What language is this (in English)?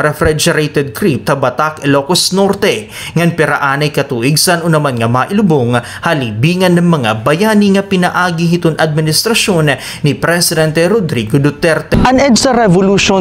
Waray